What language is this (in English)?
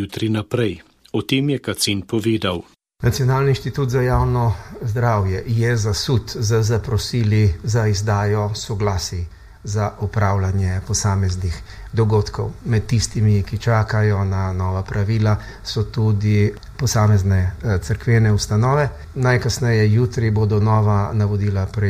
Slovenian